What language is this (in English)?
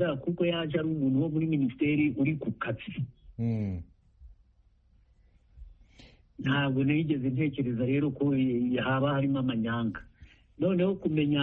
Kinyarwanda